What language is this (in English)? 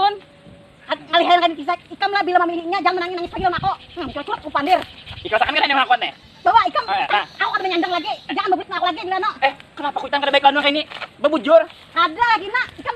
Banjar